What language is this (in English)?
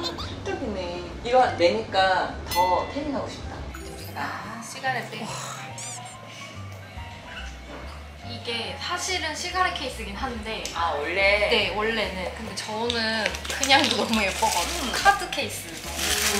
Korean